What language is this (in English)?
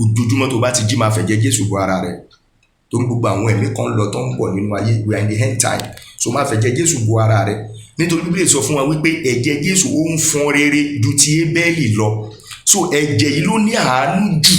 Yoruba